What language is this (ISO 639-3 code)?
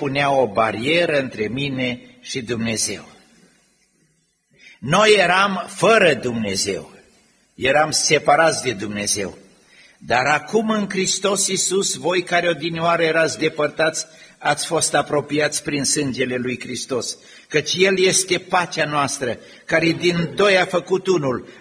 ron